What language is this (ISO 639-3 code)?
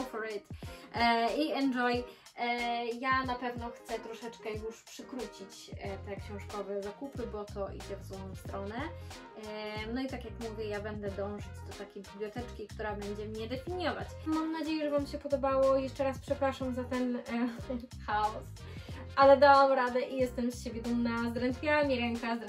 pol